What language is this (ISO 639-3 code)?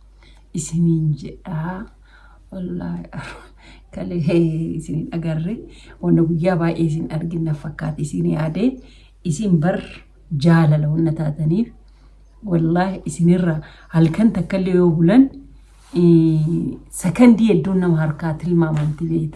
orm